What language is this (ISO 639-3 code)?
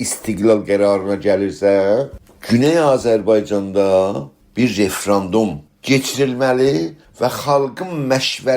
azb